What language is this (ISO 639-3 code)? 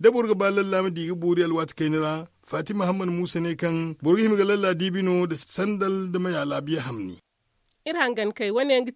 dje